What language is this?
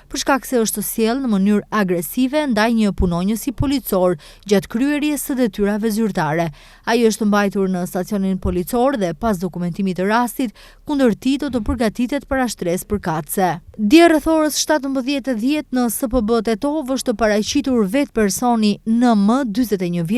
Albanian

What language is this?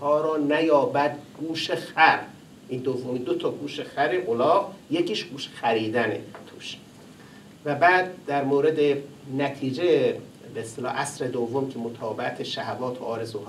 Persian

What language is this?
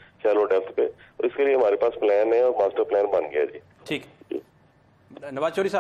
Urdu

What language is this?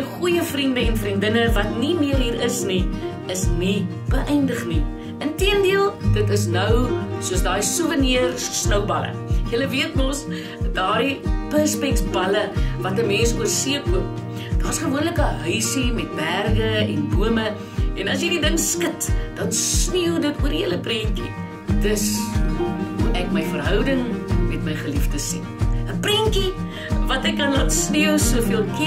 Afrikaans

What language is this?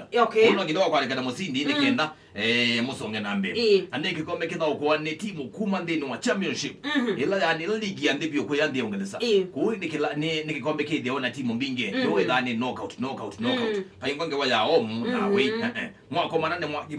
Kamba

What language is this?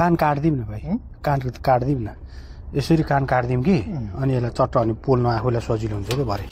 Nepali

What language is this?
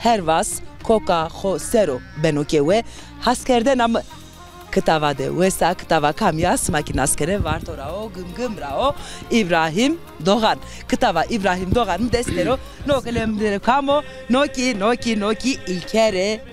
Zaza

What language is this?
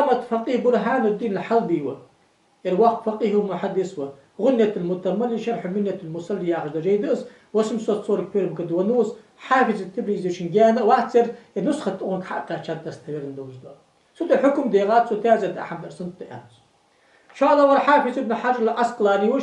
Ingush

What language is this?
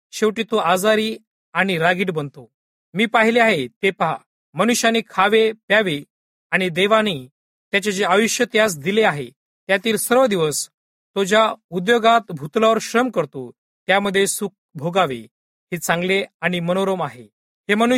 Marathi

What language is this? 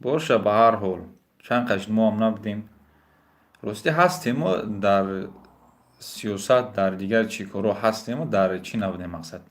Tajik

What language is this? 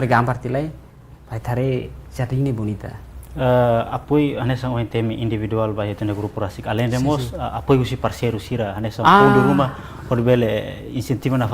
Tetum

